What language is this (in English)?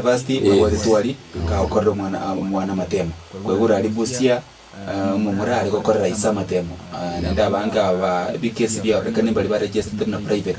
Gusii